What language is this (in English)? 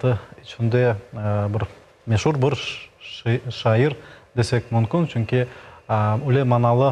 Crimean Tatar